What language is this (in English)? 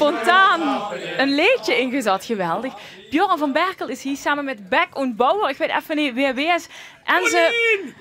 Limburgish